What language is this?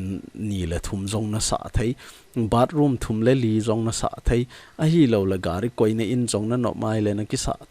Thado Chin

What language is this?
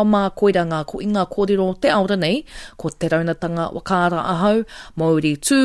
Māori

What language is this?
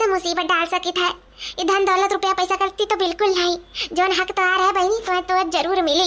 Awadhi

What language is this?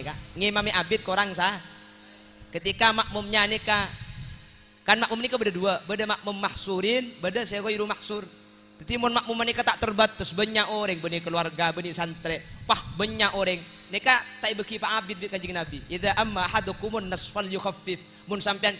Madurese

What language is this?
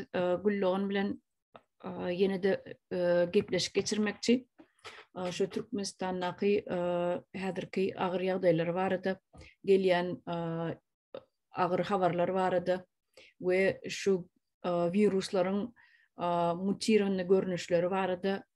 Turkmen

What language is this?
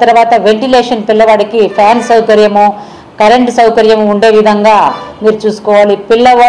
Telugu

